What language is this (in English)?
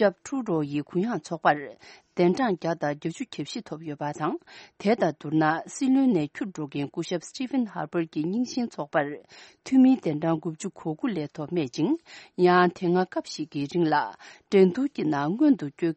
Tibetan